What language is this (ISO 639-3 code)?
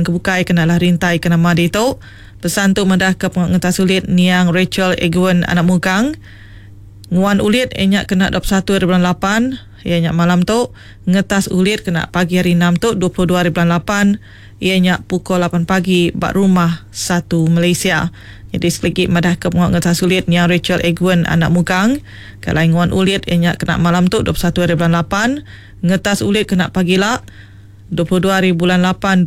iba